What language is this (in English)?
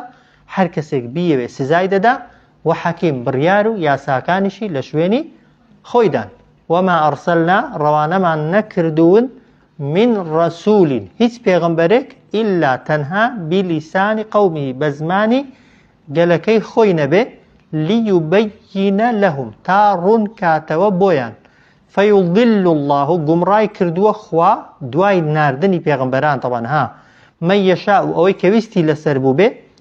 Central Kurdish